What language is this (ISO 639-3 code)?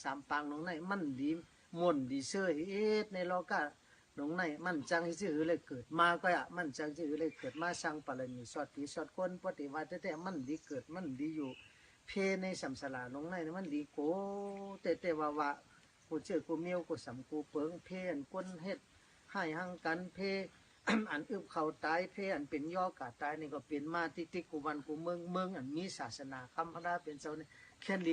shn